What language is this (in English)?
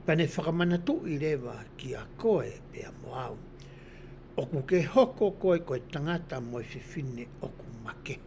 Tongan